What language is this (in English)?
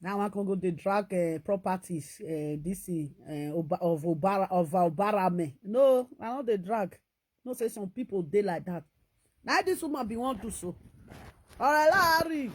Nigerian Pidgin